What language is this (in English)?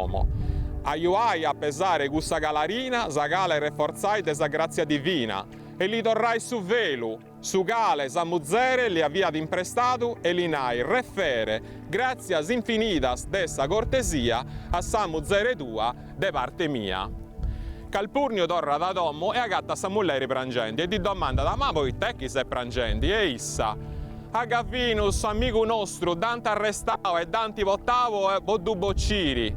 Sardinian